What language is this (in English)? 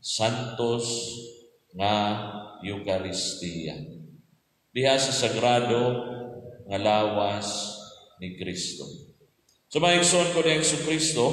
Cebuano